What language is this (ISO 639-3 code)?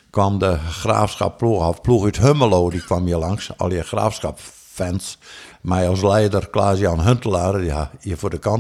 fry